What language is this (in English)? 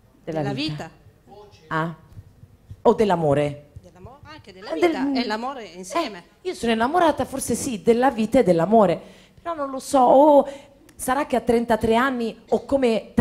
Italian